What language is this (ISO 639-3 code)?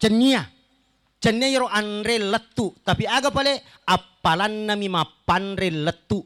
bug